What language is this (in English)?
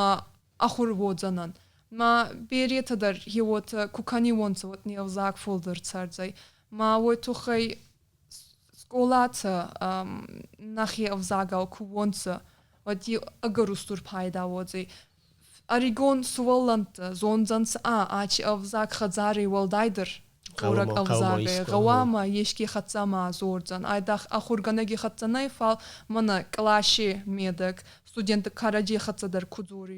Ossetic